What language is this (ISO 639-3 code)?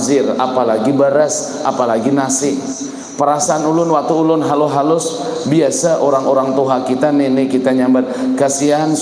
bjn